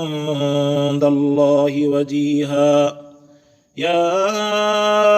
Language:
Sindhi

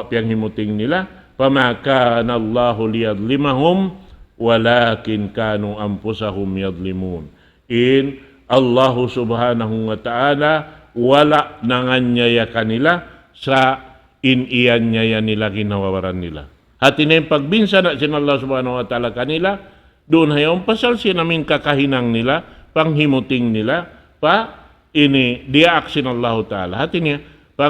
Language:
Tausug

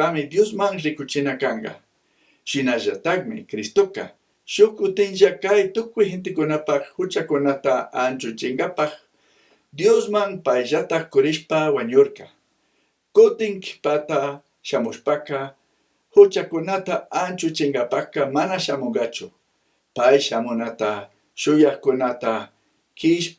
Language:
Chimborazo Highland Quichua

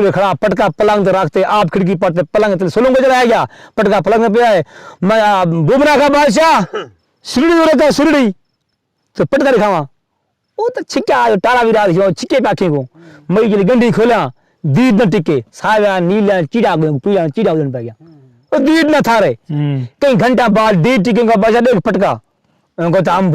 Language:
Saraiki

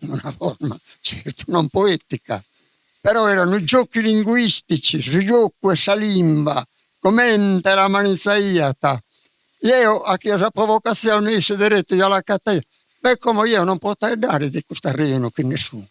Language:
Sardinian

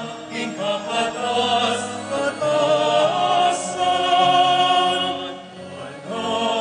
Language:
Pampanga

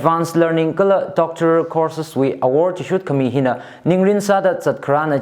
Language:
Tangkhul Naga (India)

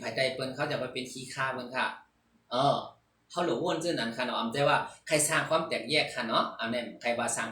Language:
Shan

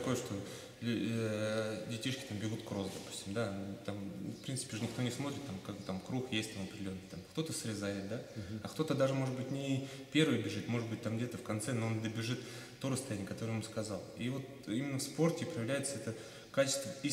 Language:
Russian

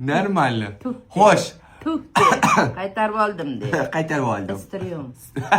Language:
Uzbek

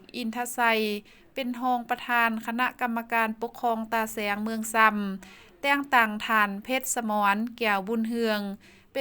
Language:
Lao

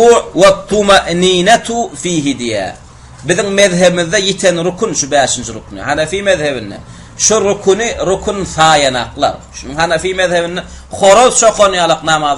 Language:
Turkmen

